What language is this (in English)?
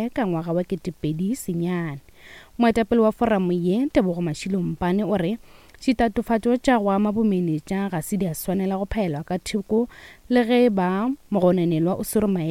Northern Sotho